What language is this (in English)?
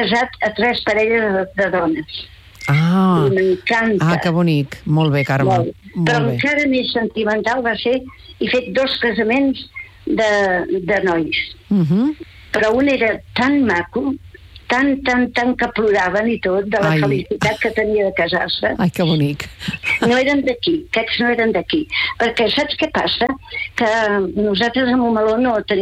Catalan